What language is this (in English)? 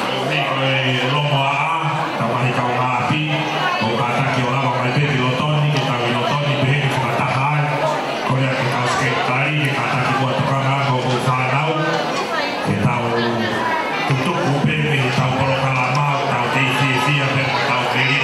Tongan